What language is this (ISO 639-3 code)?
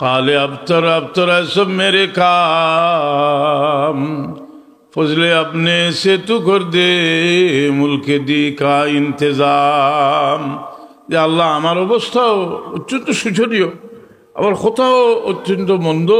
syl